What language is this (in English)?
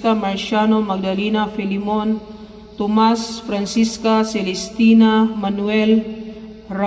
Cebuano